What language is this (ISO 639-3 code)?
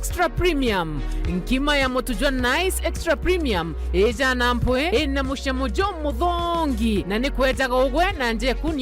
mer